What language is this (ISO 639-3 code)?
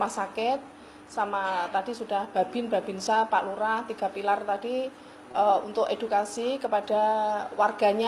ind